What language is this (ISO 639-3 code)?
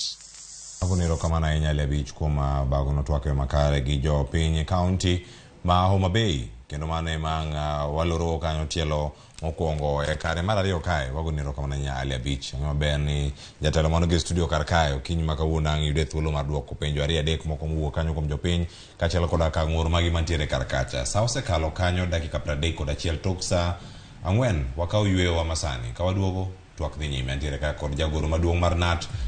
luo